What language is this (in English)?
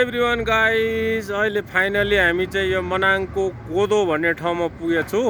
Nepali